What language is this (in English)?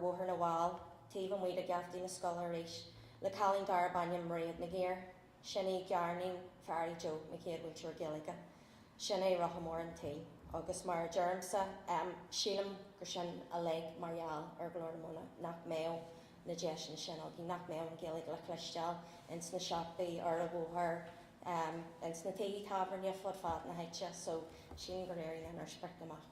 Irish